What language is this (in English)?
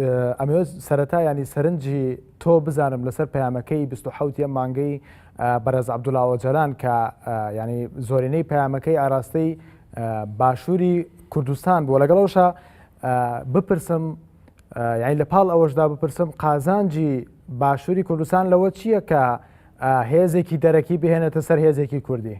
Central Kurdish